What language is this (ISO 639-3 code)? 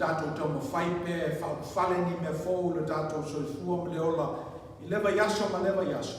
smo